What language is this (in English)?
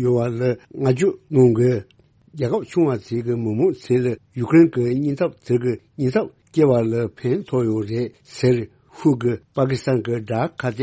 Tibetan